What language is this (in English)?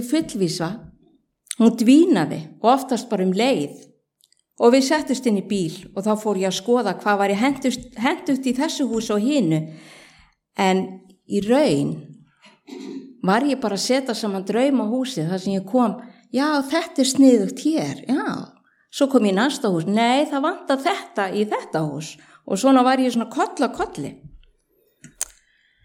Icelandic